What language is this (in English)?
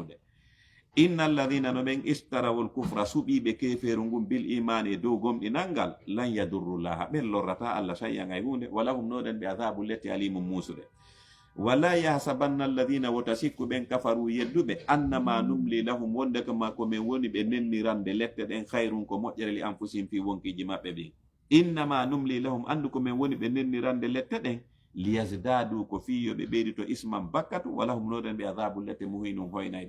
Fula